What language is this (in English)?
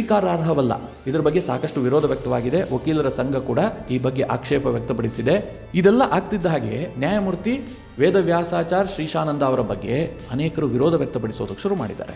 Kannada